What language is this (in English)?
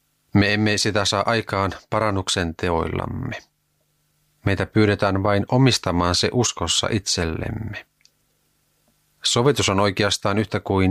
Finnish